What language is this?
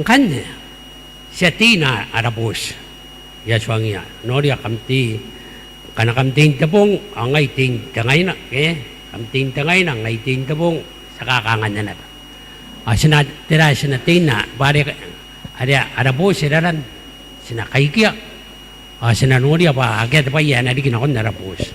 Gilbertese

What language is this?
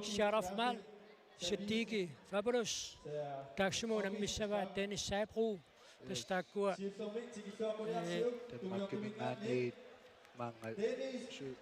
Kalaallisut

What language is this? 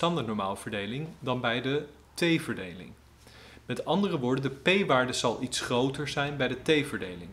Dutch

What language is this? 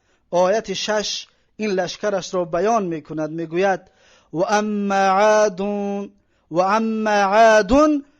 Tajik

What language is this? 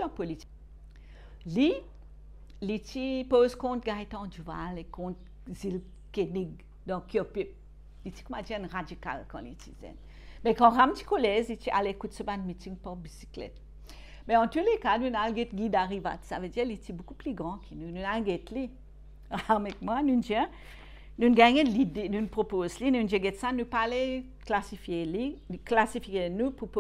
Morisyen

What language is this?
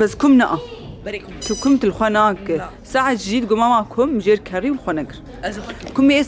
Kurdish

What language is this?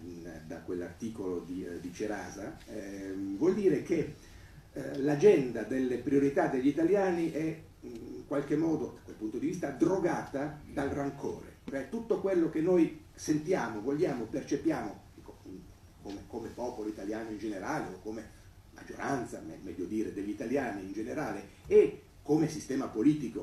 Italian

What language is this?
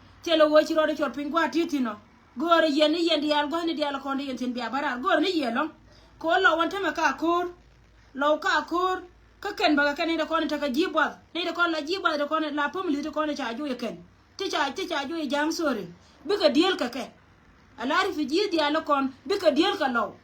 Nuer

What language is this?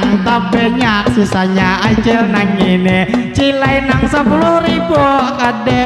Banjar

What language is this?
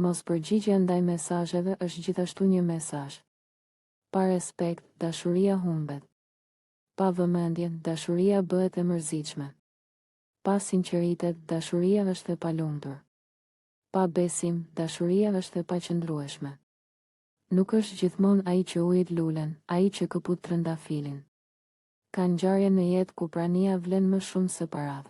Albanian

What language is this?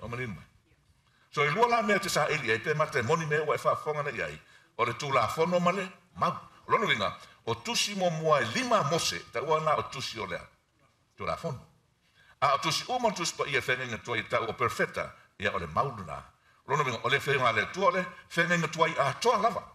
Samoan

